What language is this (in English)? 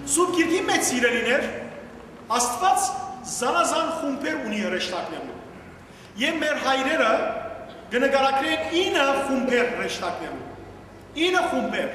Western Armenian